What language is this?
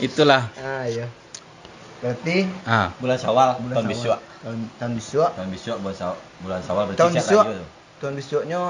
Minangkabau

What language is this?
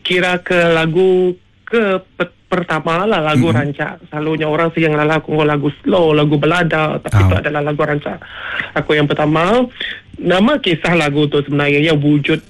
Iban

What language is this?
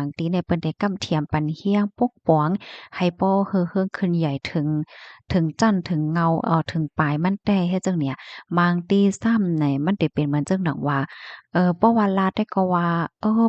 Shan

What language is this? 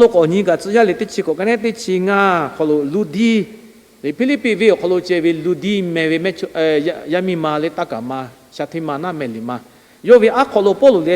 Lahu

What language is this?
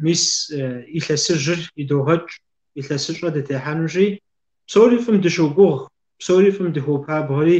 Kabardian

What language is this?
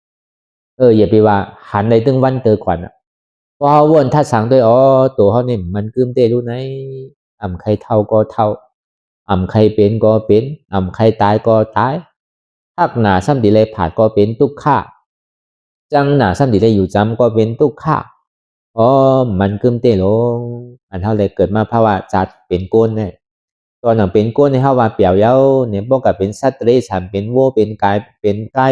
Shan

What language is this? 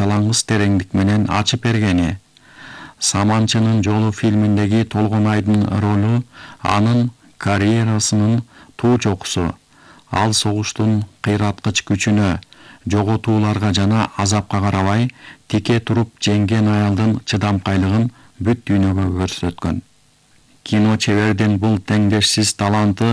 Kyrgyz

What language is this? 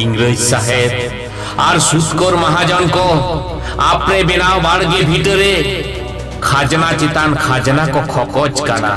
Santali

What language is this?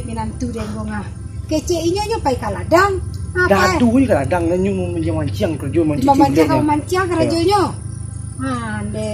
Minangkabau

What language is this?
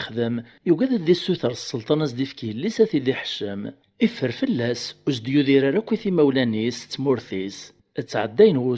Kabyle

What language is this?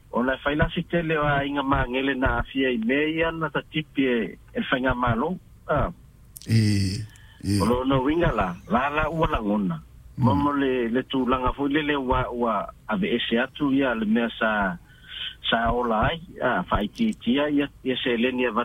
Samoan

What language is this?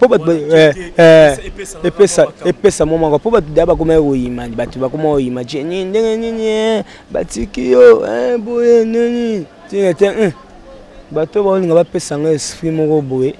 Lingala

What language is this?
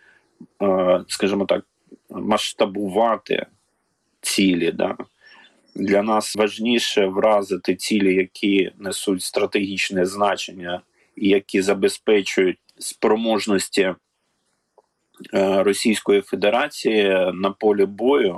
Ukrainian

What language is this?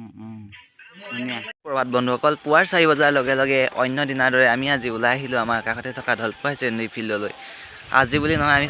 Assamese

